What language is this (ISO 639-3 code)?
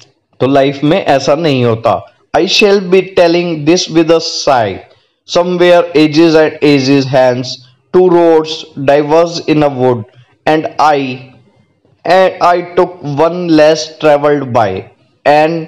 hin